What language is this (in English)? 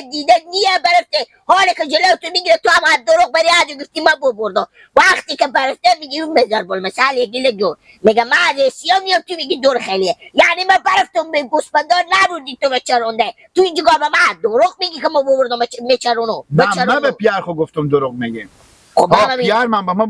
Persian